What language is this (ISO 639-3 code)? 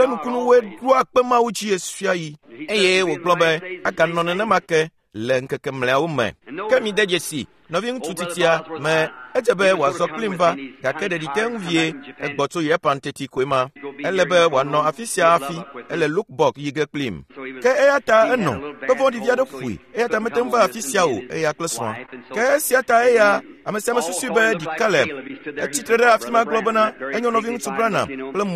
ewe